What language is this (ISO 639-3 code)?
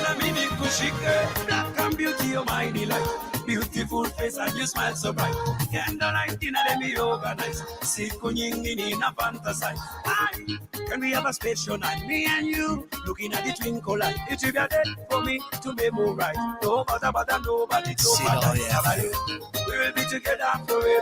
mas